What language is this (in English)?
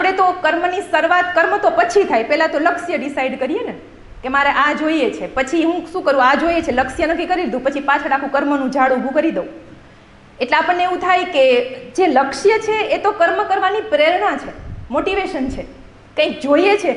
Gujarati